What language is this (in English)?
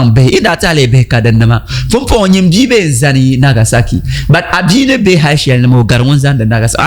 Dagbani